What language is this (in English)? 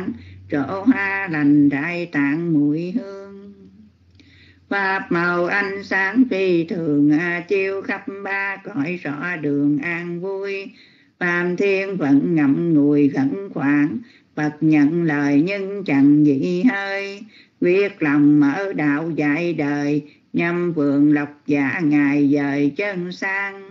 Vietnamese